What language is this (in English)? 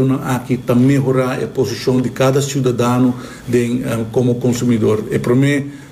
Papiamento